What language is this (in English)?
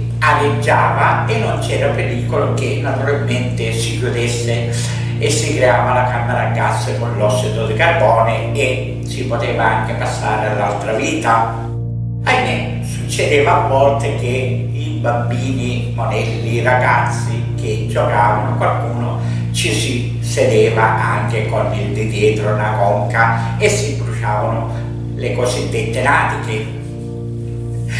Italian